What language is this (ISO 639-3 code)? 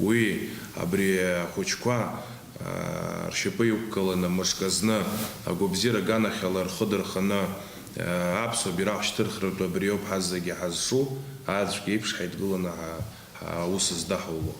abk